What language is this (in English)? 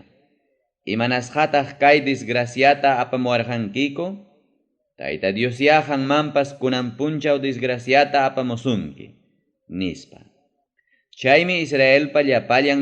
Ayacucho Quechua